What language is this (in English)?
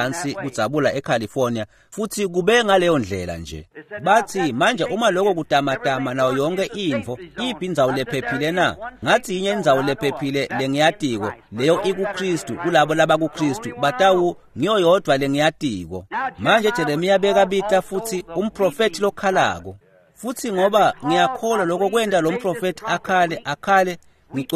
Swati